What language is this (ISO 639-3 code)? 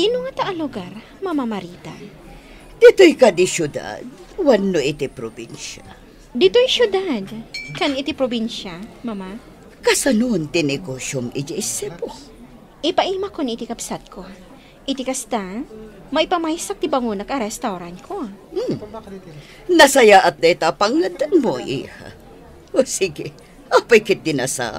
ilo